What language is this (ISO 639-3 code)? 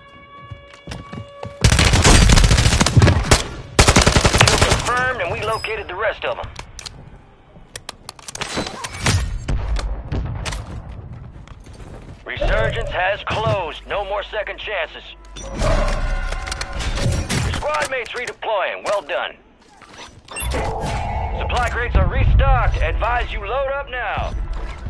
eng